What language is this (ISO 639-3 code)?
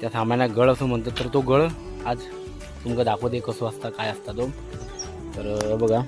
kok